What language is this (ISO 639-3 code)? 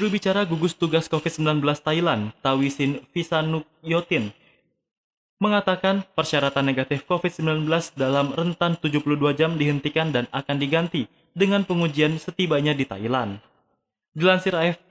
ind